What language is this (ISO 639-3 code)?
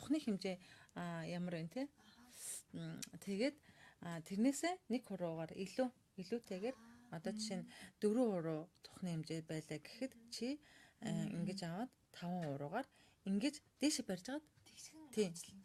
mon